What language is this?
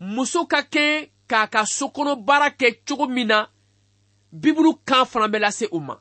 Bambara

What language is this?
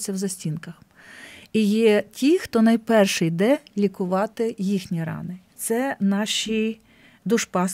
Ukrainian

